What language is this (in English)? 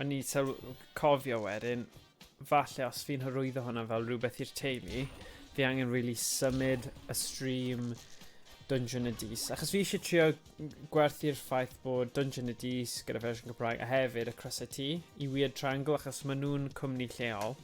Welsh